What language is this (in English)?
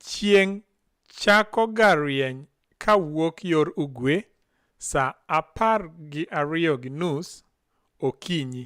Luo (Kenya and Tanzania)